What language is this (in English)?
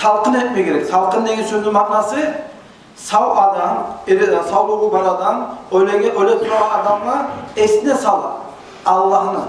Kumyk